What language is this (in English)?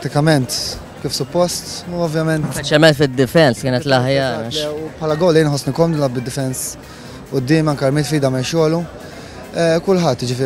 Maltese